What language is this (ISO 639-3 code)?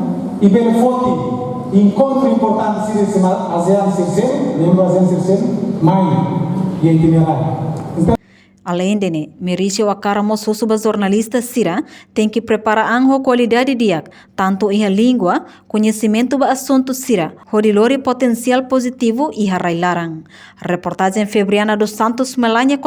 tet